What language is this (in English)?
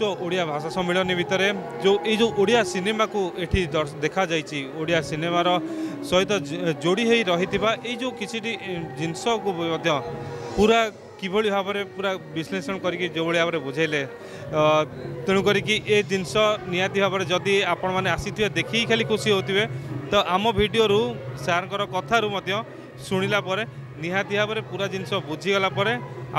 Odia